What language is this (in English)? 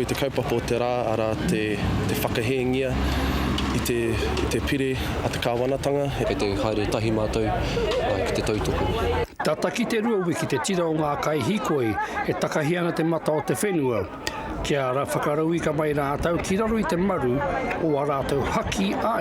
Māori